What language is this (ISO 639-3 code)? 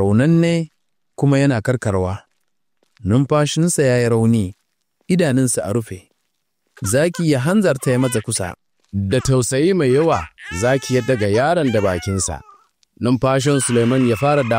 hau